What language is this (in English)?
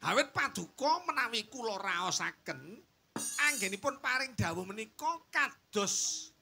Javanese